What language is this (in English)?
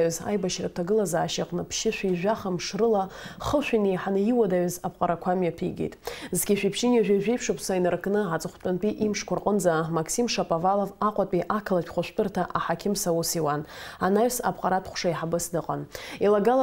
Abkhazian